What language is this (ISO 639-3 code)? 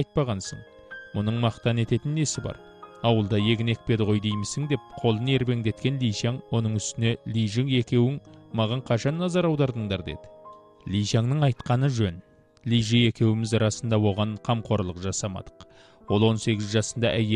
kaz